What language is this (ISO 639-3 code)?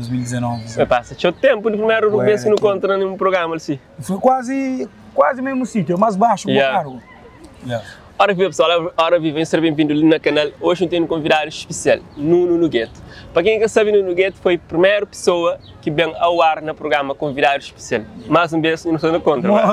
kea